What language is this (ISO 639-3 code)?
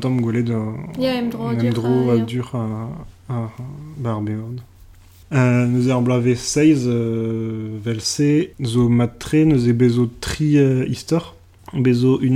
bre